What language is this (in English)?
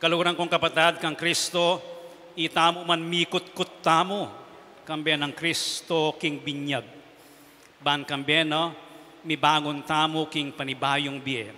Pampanga